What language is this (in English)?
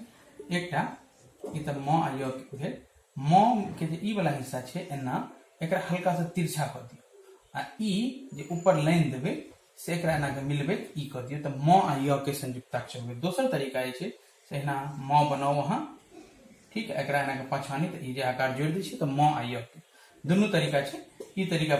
Maithili